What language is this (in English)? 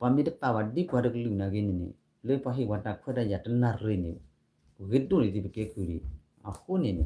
S'gaw Karen